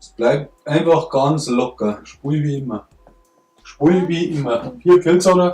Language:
Bavarian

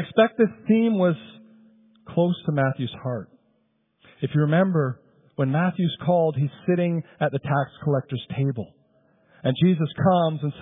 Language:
English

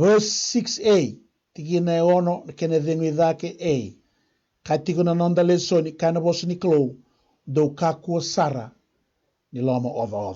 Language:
Fijian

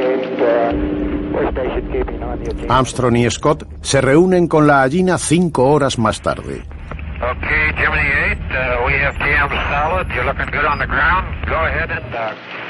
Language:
Spanish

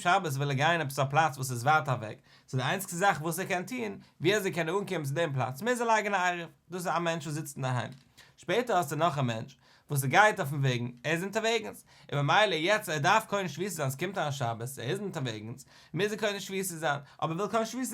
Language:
Yiddish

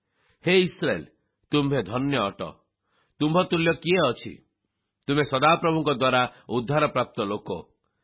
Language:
Odia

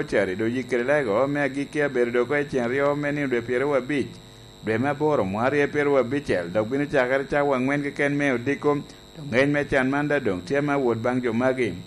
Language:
Lango (Uganda)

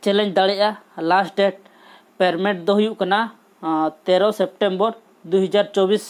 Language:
Santali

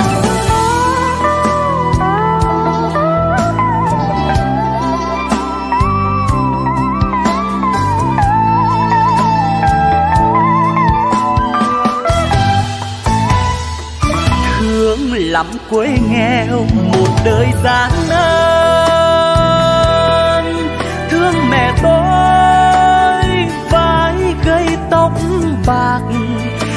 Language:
Vietnamese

